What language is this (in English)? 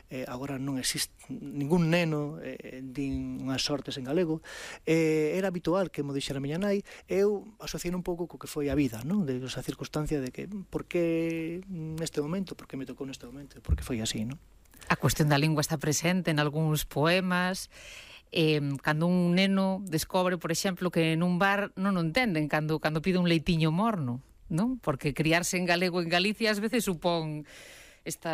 Galician